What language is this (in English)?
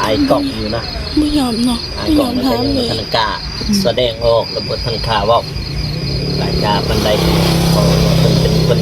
Lao